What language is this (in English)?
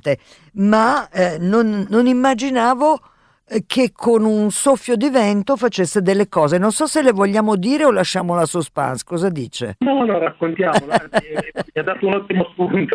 Italian